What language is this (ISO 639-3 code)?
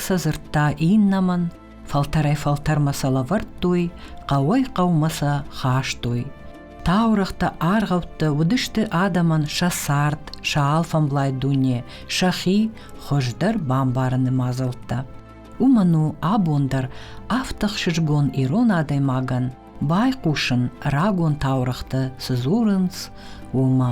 oss